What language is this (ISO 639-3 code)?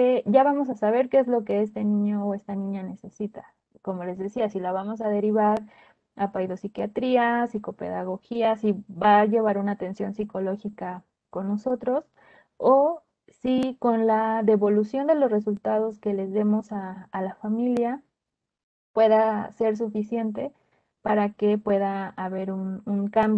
spa